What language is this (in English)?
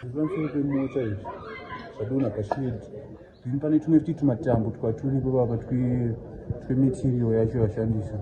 Shona